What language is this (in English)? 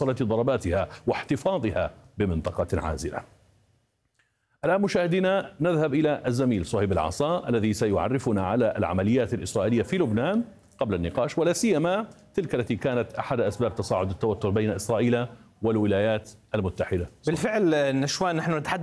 Arabic